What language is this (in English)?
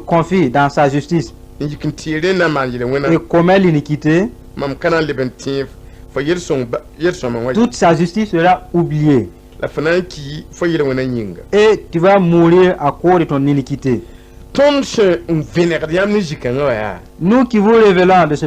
Mossi